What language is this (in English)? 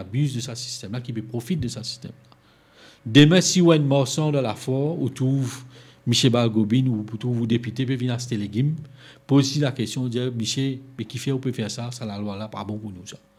Morisyen